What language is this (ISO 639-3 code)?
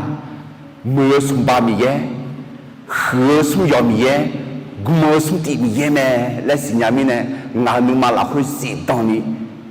ahk